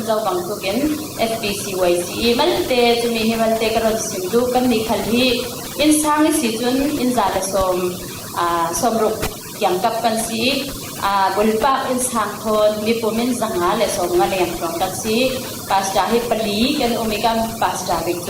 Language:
Falam Chin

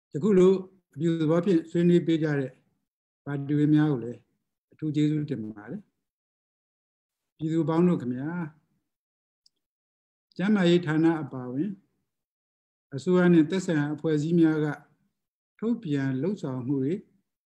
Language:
Burmese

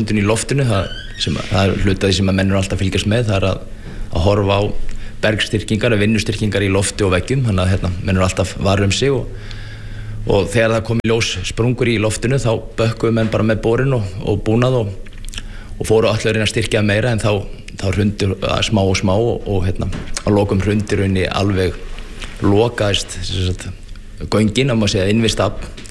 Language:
Icelandic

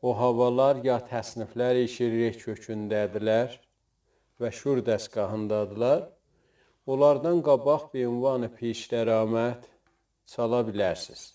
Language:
South Azerbaijani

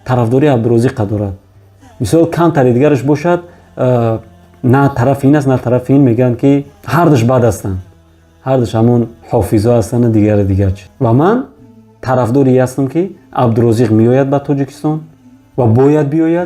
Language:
Tajik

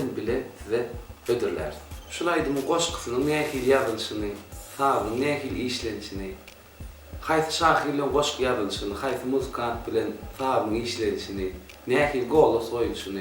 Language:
Turkmen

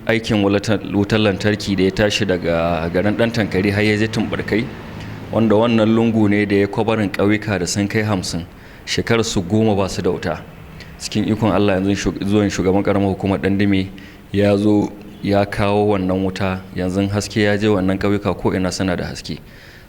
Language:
Hausa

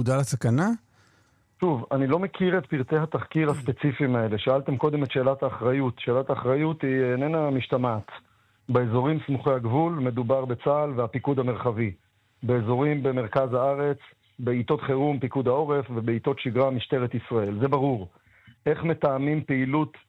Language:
Hebrew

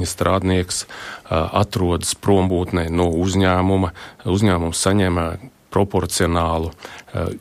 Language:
Latvian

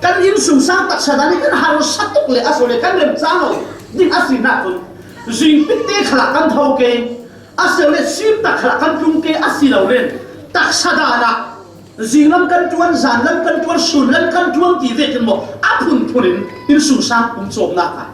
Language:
Falam Chin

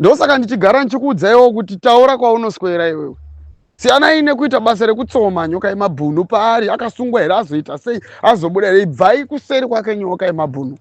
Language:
Shona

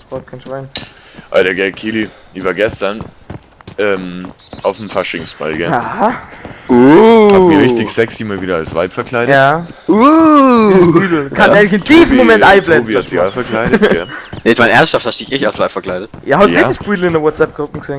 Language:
Bavarian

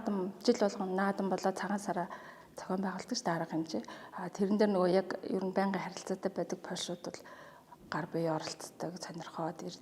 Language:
Mongolian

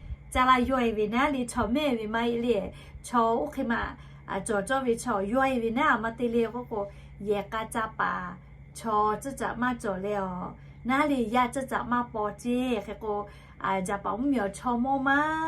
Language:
Lahu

